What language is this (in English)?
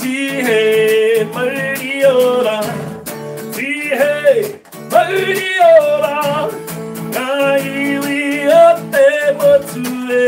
Māori